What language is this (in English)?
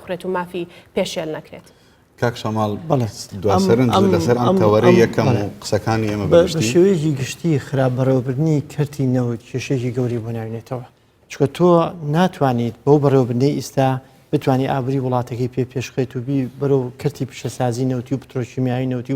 Central Kurdish